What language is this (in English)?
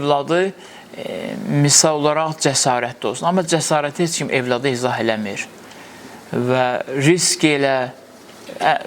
Azerbaijani